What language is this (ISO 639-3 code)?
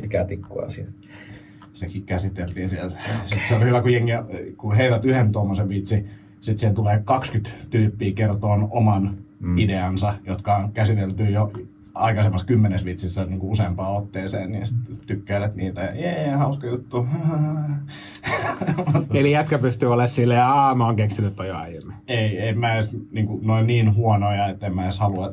fin